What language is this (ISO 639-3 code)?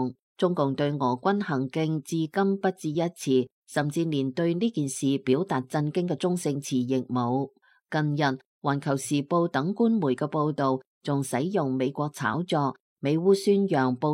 yue